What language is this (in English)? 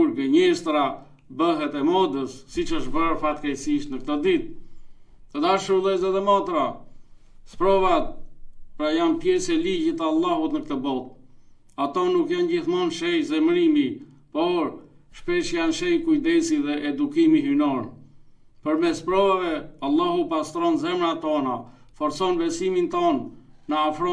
Albanian